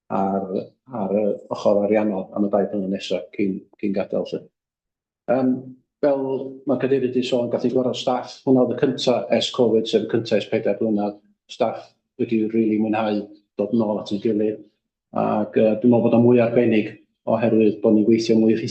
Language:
Welsh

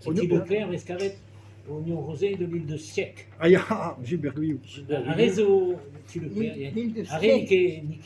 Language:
Breton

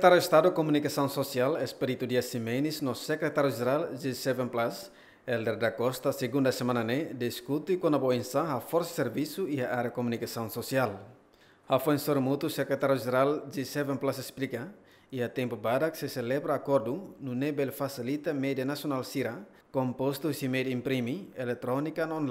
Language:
Tetum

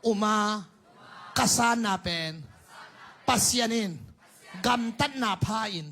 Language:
Tedim Chin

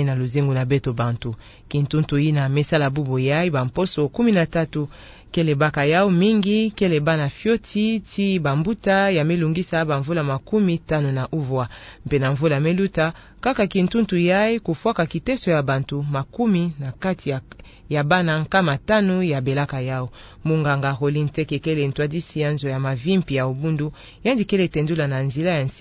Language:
Kituba (Democratic Republic of Congo)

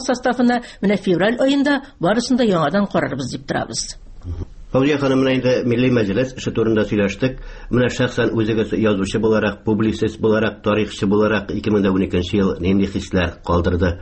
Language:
Tatar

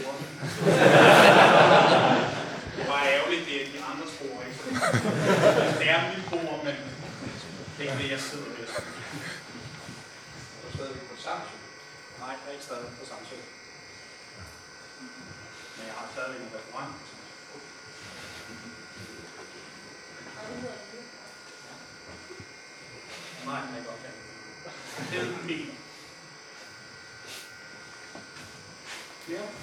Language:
Danish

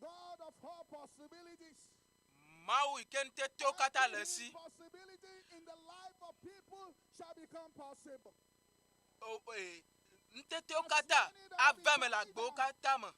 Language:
Ewe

